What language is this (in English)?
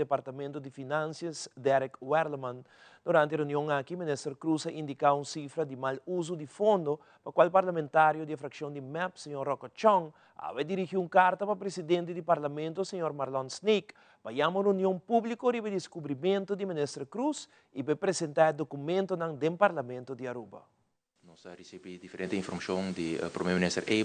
Papiamento